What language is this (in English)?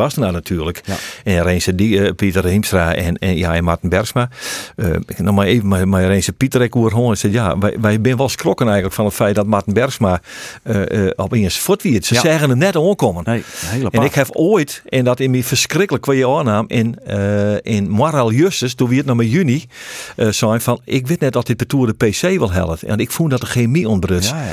Western Frisian